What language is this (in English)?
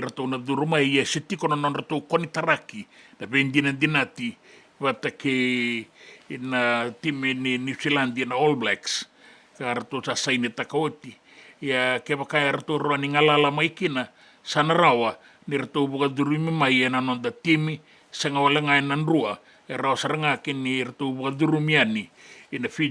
Fijian